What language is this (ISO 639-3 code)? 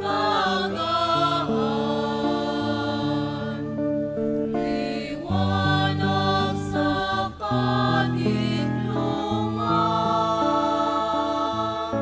bik